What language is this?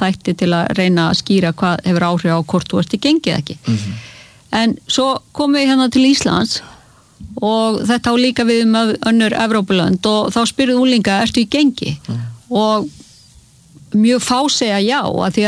Icelandic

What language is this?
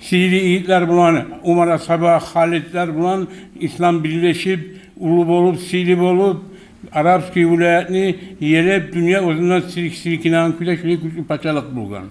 Kumyk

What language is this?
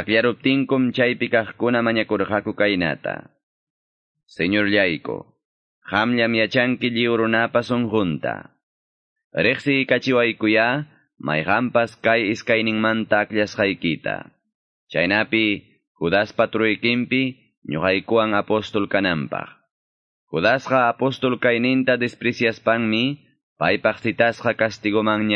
Quechua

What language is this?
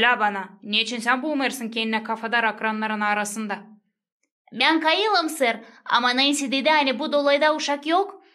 Gagauz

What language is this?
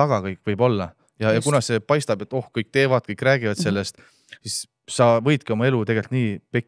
Estonian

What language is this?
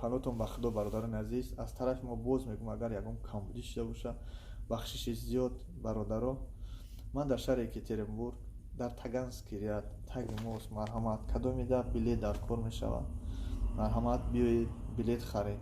Tajik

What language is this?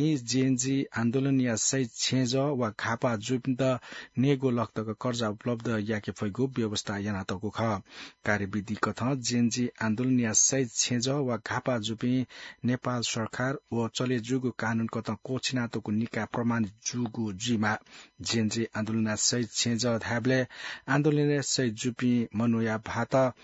Newari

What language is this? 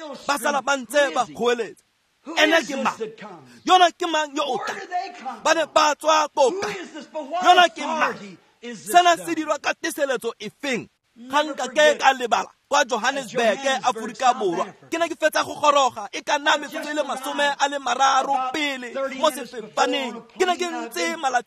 Tswana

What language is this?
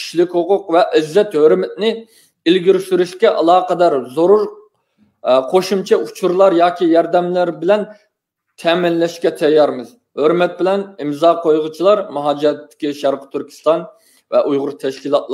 Uyghur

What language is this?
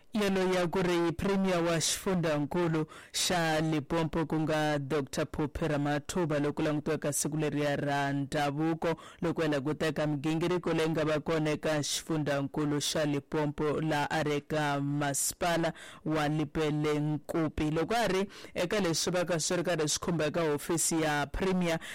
Tsonga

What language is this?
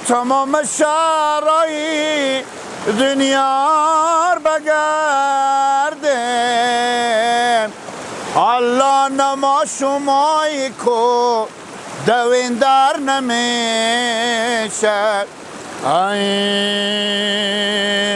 Persian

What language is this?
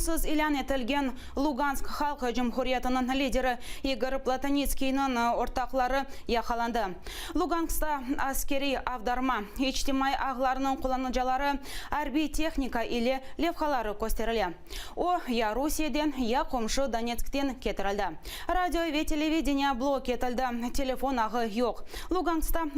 Crimean Tatar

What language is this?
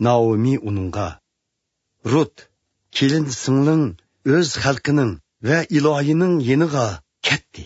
Uyghur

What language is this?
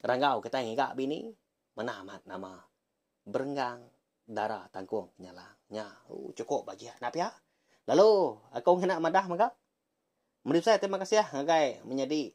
Iban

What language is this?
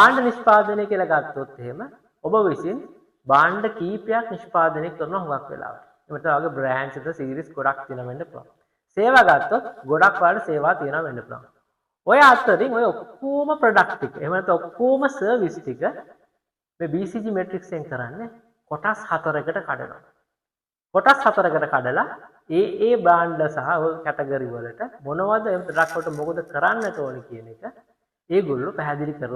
Sinhala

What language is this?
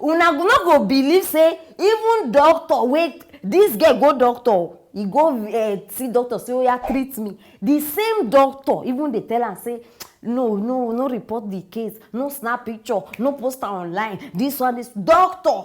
Nigerian Pidgin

